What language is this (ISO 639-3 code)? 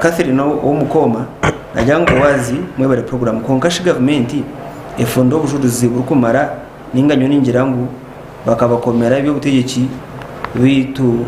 nyn